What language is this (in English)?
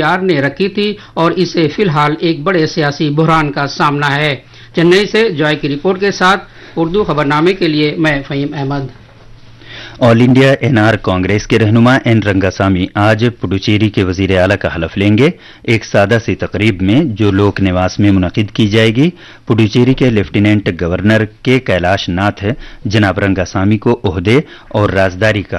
Urdu